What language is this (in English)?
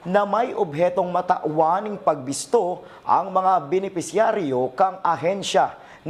Bikol